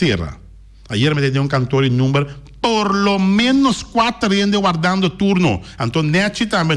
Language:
Papiamento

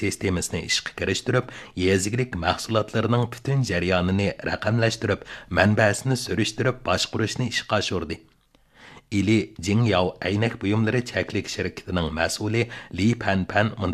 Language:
Uyghur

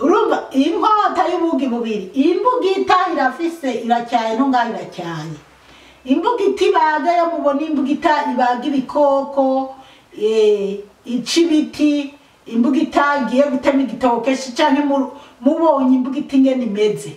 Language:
Rundi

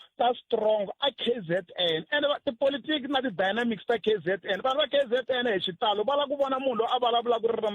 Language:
Tsonga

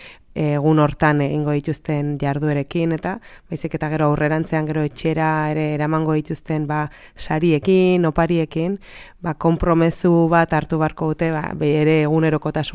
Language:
Basque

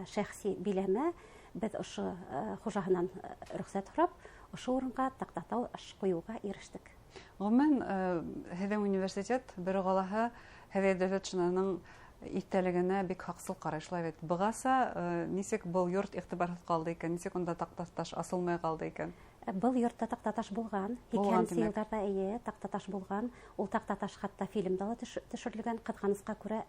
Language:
Bashkir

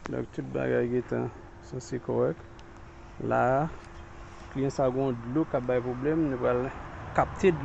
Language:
Haitian Creole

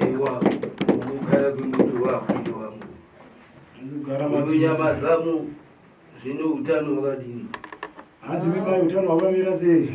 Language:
Shona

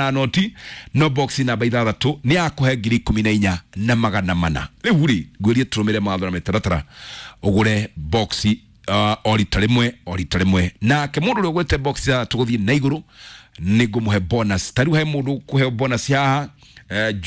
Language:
Kikuyu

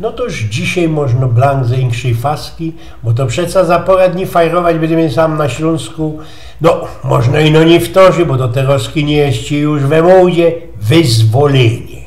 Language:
Silesian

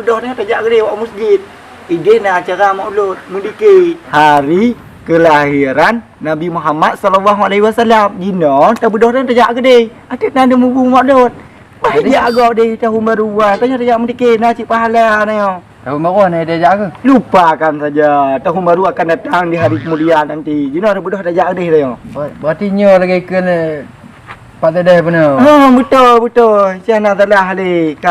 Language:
Achinese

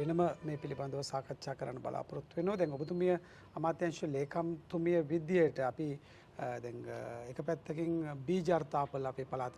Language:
Sinhala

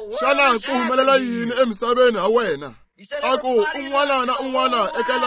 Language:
Tsonga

